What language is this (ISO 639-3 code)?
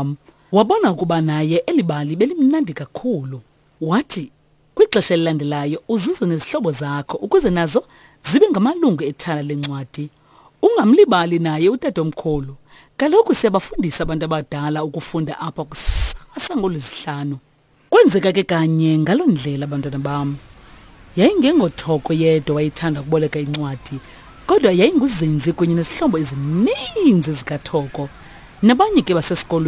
xho